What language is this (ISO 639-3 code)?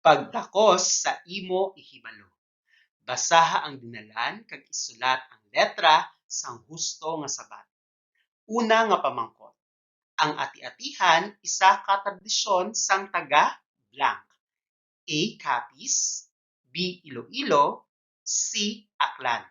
hil